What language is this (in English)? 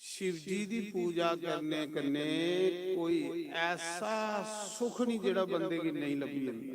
Dogri